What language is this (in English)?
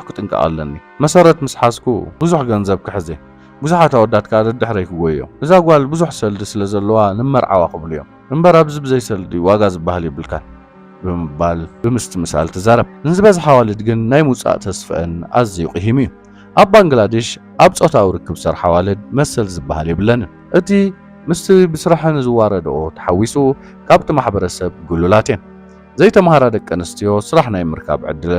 Tigrinya